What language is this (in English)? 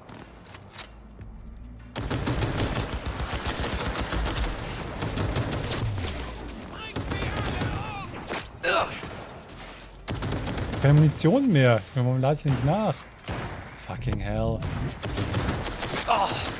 German